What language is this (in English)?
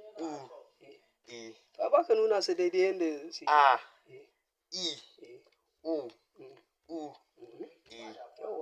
Hausa